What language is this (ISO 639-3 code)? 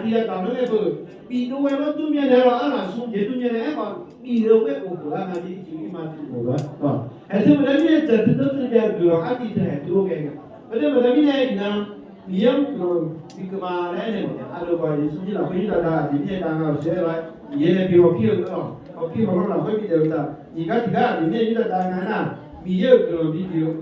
ahk